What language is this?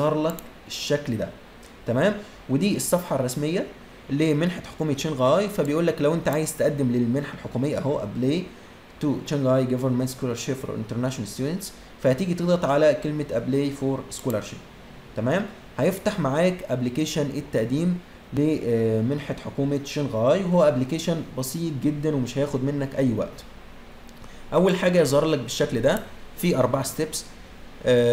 Egyptian Arabic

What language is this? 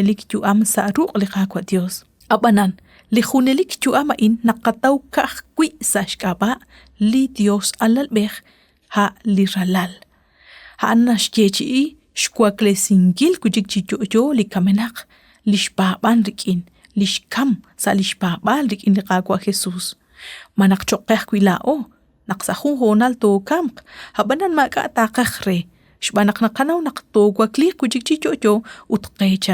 Kekchí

